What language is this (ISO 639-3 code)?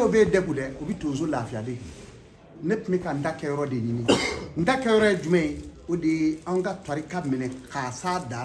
bam